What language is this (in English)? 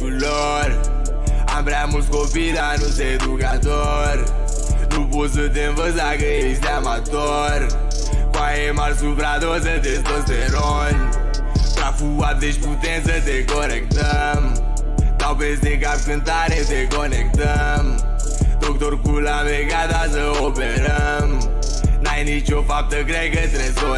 Romanian